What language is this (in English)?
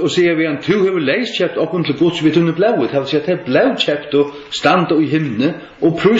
Faroese